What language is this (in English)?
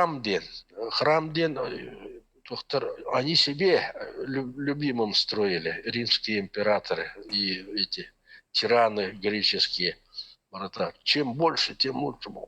Yakut